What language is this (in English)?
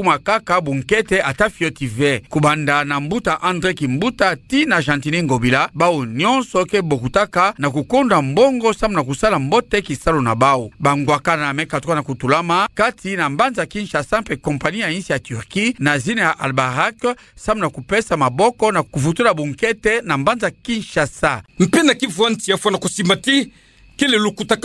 Kituba (Democratic Republic of Congo)